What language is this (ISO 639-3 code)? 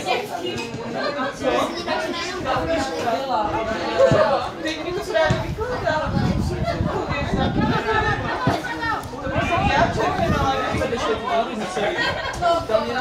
ces